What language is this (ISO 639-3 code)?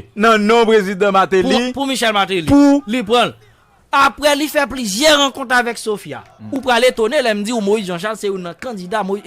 hat